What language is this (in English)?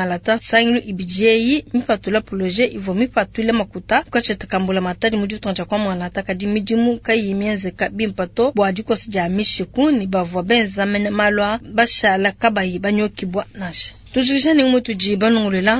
Luba-Lulua